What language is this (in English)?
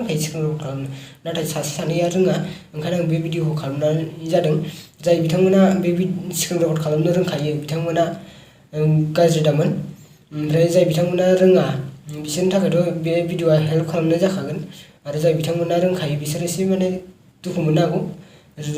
Bodo